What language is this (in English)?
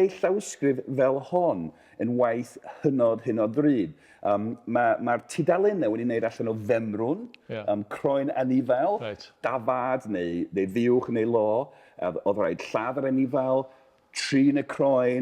Welsh